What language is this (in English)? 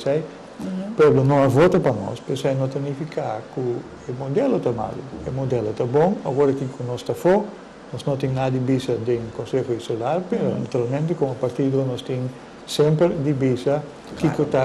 Papiamento